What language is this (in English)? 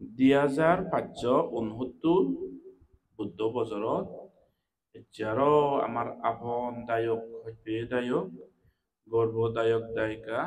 Chakma